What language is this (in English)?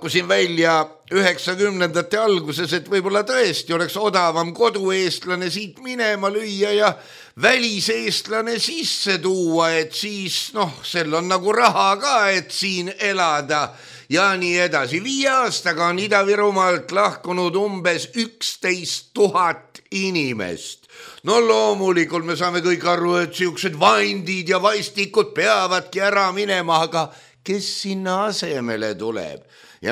Estonian